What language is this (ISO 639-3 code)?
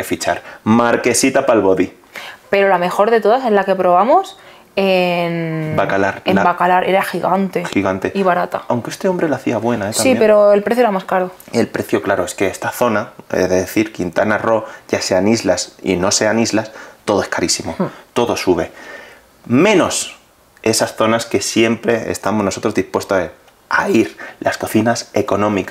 spa